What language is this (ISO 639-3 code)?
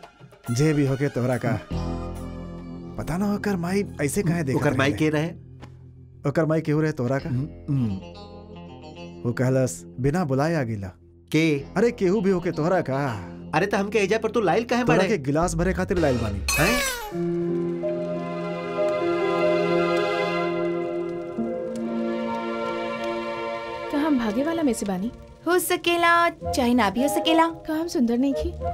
bho